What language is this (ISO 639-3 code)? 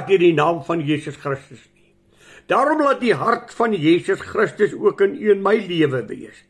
afr